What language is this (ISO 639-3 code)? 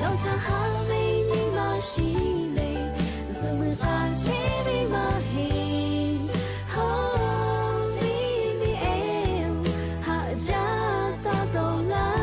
lhu